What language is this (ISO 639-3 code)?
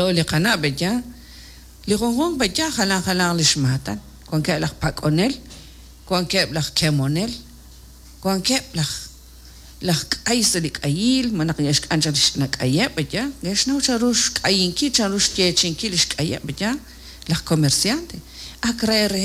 kek